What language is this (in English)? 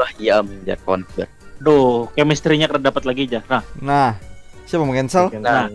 Banjar